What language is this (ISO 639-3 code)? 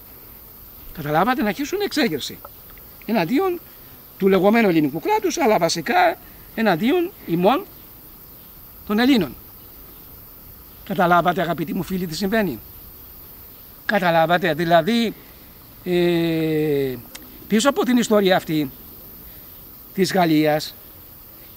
ell